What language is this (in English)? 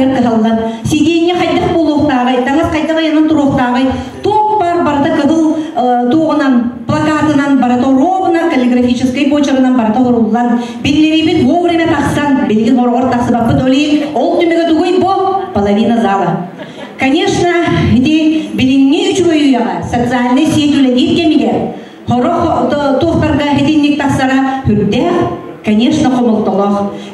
Yakut